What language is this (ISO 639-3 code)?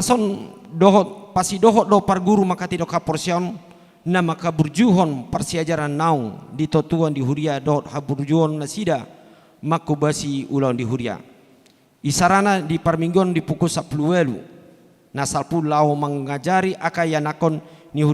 bbc